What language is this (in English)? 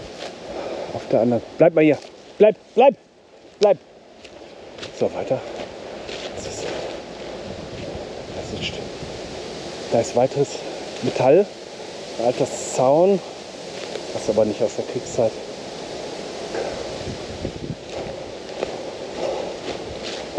German